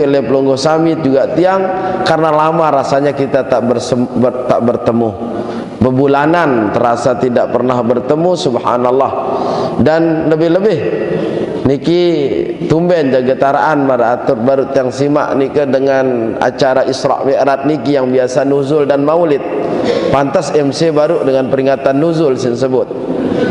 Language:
Sasak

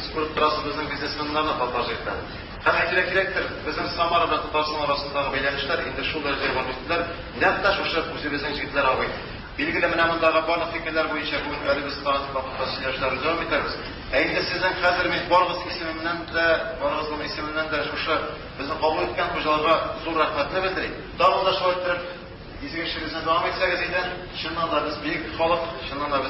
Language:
Tatar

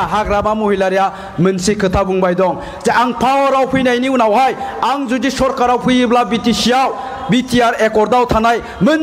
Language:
Bodo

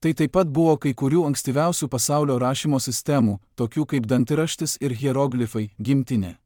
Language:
Lithuanian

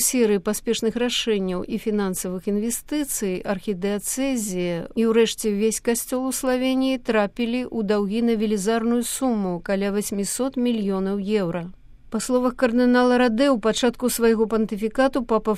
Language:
Belarusian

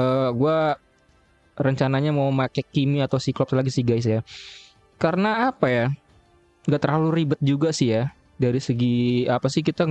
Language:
Indonesian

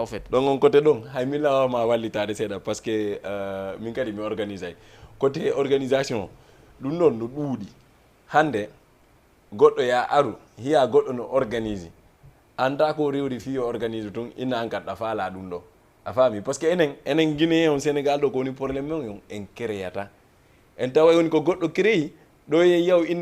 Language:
Fula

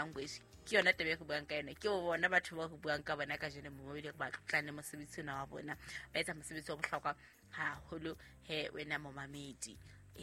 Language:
Southern Sotho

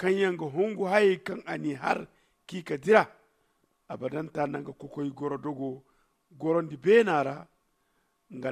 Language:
Zarma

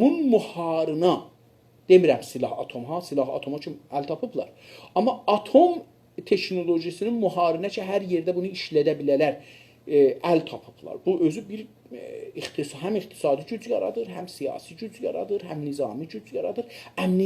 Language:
South Azerbaijani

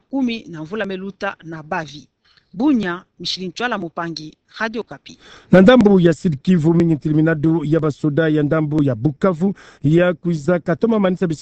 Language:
Kituba (Democratic Republic of Congo)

